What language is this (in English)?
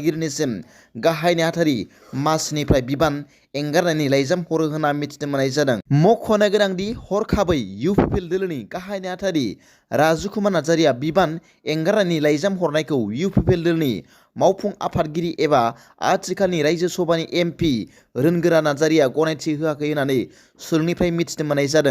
Bodo